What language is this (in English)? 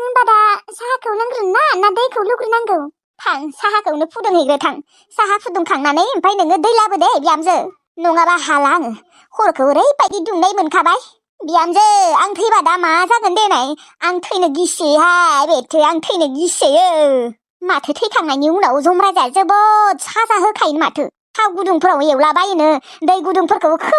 Bodo